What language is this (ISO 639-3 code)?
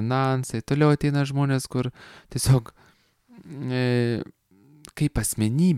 lit